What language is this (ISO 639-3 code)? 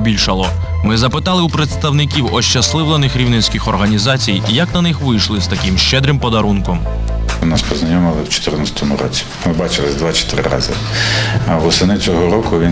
ukr